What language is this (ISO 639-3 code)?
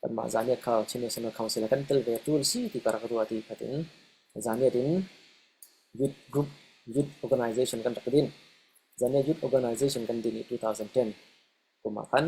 cfm